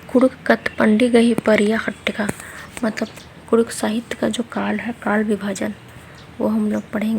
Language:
Kurukh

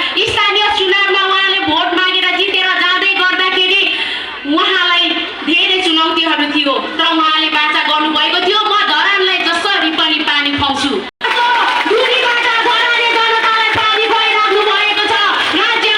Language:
Nepali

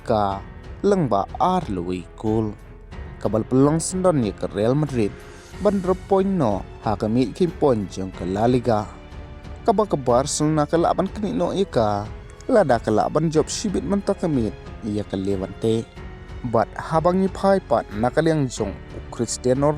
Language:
Khasi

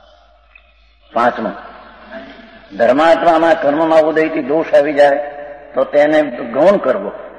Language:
Gujarati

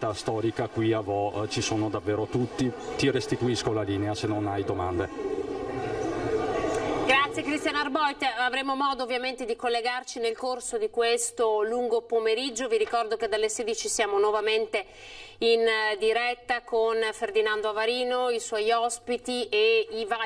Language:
Italian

